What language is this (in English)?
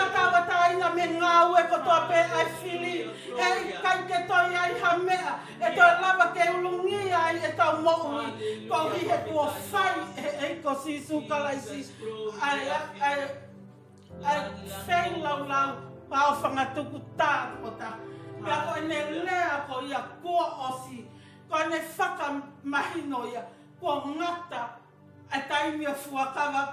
Tongan